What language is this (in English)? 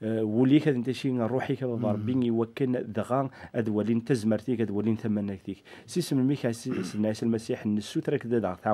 Kabyle